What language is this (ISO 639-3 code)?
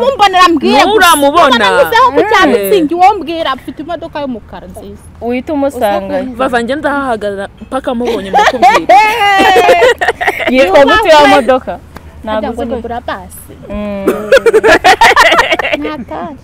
kin